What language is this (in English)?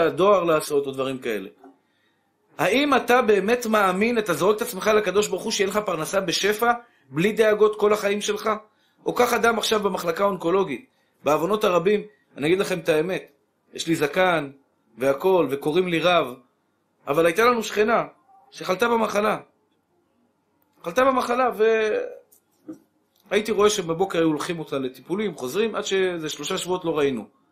Hebrew